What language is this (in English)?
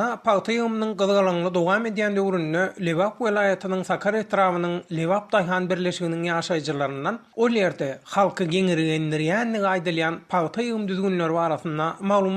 Turkmen